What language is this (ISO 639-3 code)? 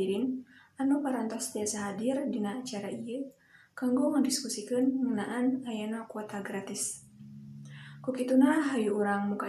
sun